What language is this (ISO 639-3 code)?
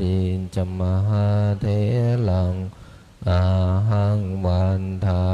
pli